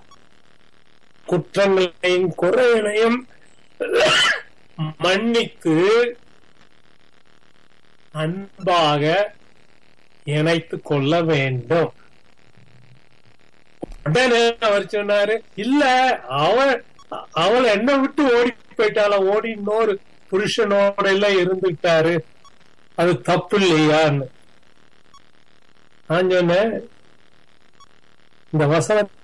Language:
Tamil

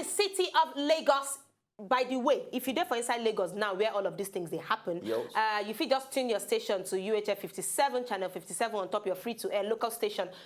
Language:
Nigerian Pidgin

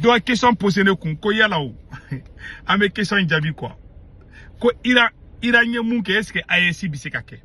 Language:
Bambara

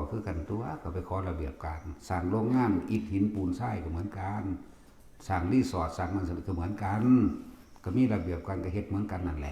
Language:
Northeastern Thai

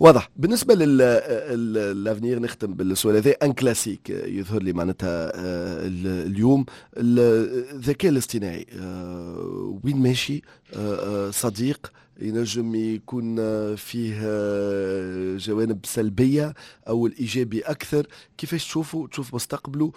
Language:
Tunisian Arabic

